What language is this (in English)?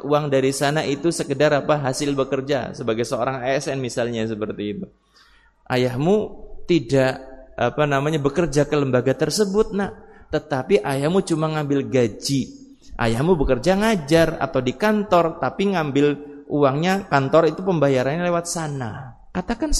Indonesian